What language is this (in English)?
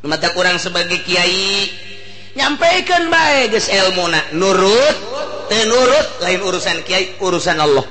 Sundanese